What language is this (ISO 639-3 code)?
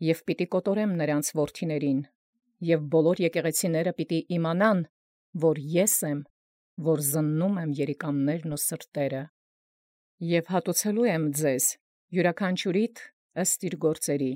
hye